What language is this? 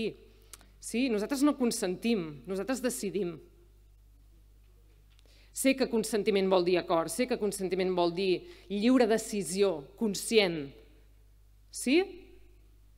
Catalan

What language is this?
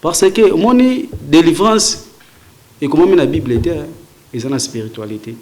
Lingala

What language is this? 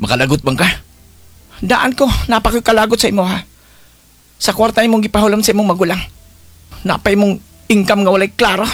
Cebuano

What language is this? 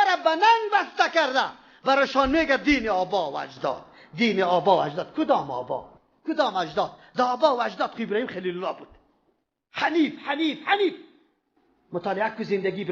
Persian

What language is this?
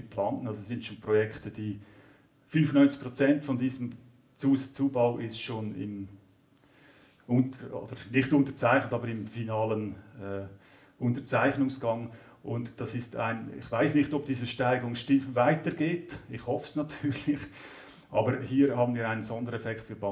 German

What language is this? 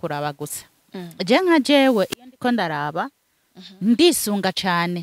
Rundi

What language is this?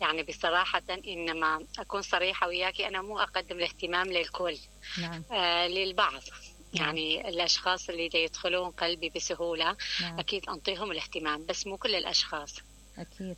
Mesopotamian Arabic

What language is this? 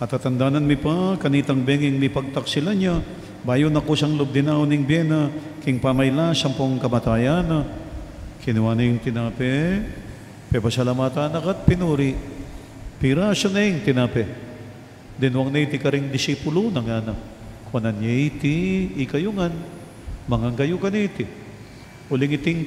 Pampanga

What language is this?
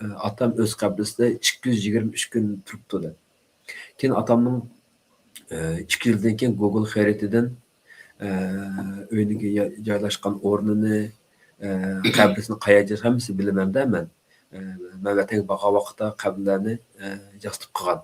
Uyghur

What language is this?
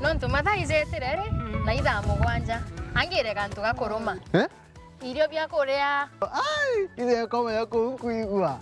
Meru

